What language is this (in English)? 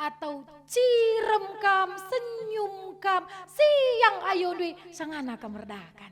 Batak Karo